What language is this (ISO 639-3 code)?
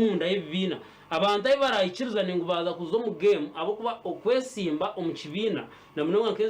nyn